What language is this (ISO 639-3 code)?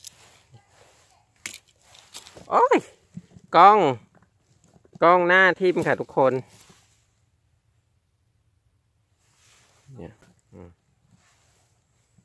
tha